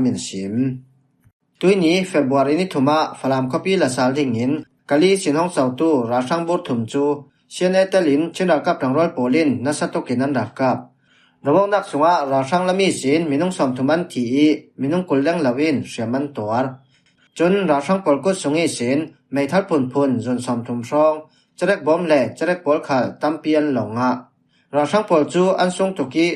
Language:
Falam Chin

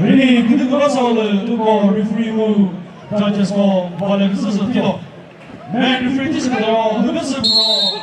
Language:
Chokri Naga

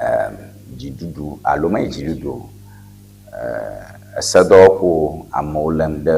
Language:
Ewe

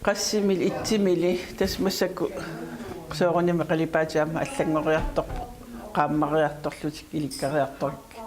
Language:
Kalaallisut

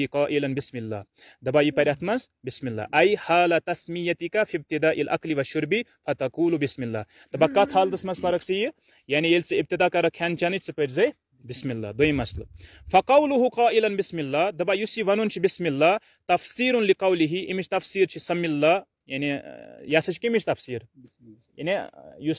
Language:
Kashmiri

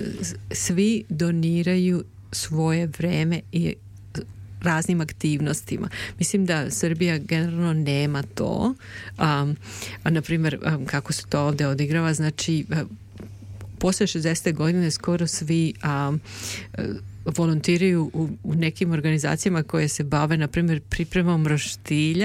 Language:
Serbian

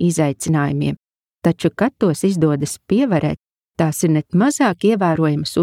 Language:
Latvian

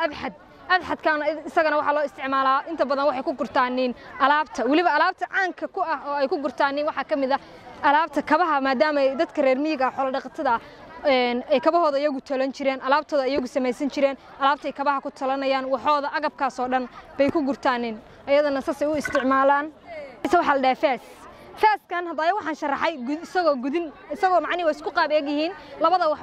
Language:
Somali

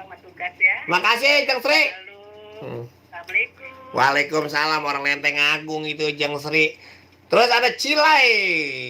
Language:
Betawi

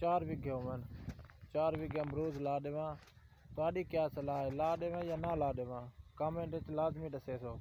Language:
Saraiki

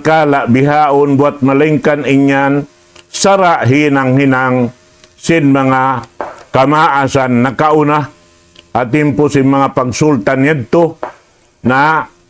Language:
Tausug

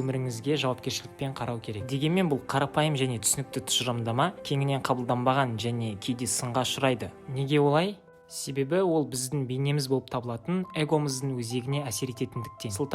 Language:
Kazakh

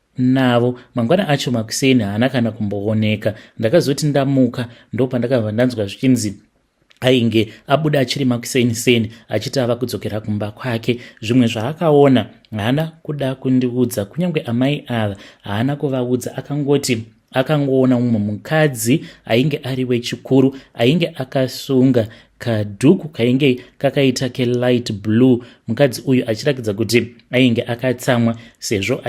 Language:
Shona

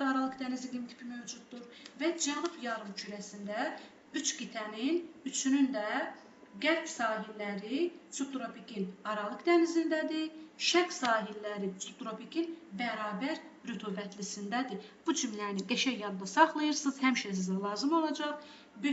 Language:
Azerbaijani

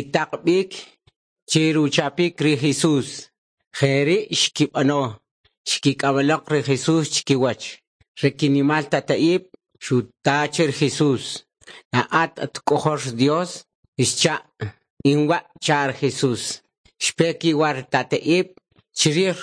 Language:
Kʼicheʼ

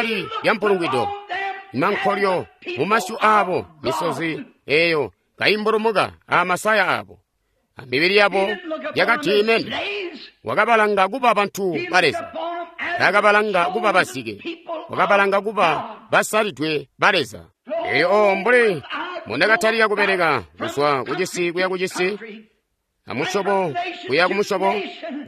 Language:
Tonga (Zambia)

